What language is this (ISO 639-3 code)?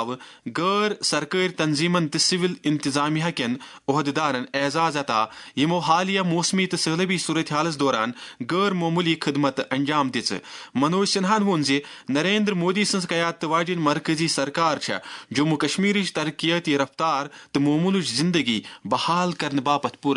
kas